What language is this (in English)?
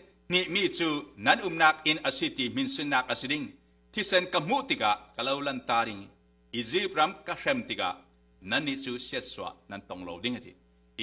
Falam Chin